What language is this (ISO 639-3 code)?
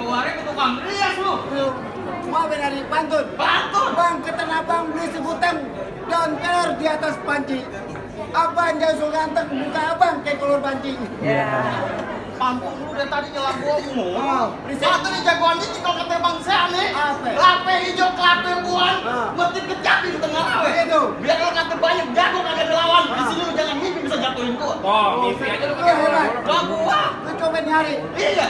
bew